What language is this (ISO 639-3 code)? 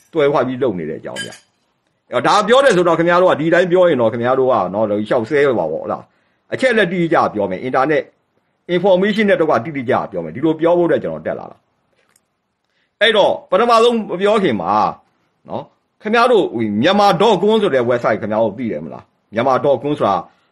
mya